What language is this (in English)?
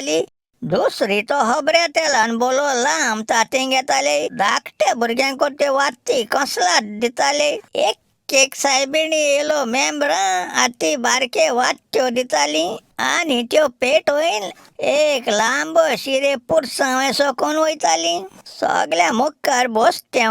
Konkani